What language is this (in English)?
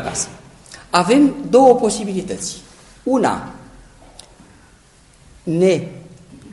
Romanian